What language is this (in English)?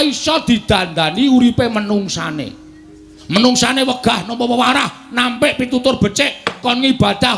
Javanese